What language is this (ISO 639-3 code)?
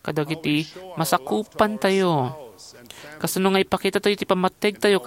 ilo